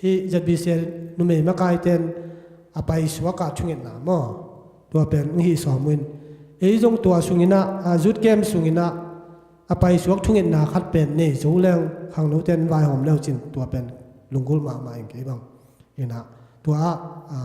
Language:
Tedim Chin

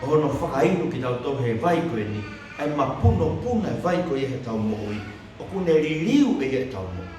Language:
Tongan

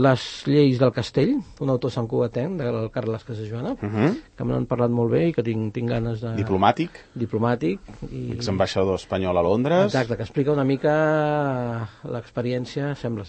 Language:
Catalan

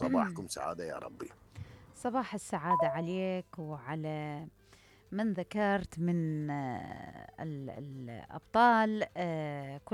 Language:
Mesopotamian Arabic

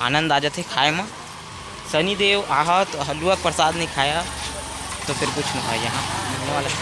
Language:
Chhattisgarhi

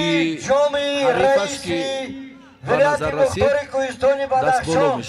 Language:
Tajik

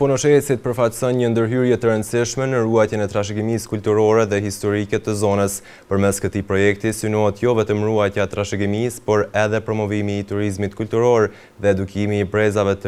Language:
Albanian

